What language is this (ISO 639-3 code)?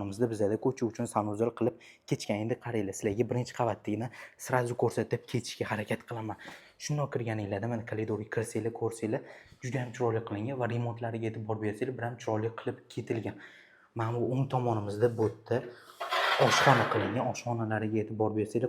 uzb